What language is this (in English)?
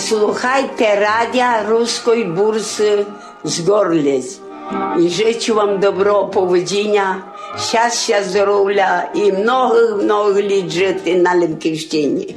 Rusyn